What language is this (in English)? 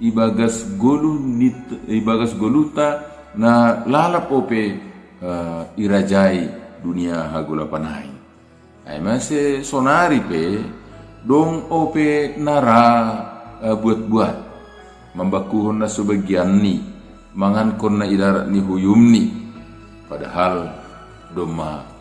Batak Simalungun